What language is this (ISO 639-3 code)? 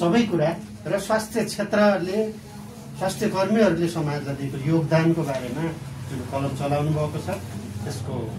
nep